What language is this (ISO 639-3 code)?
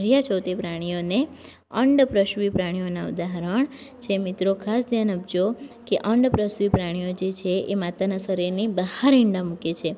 guj